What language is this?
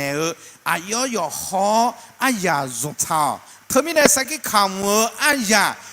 Akha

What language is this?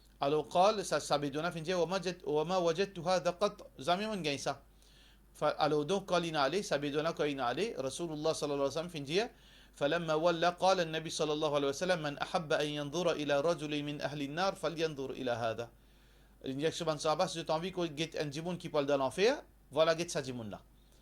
Morisyen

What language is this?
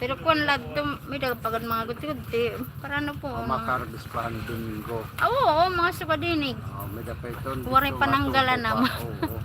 Waray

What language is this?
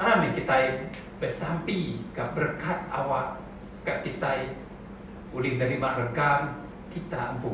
Iban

